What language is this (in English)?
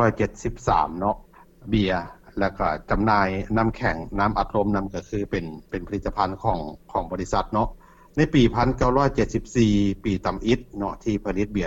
Lao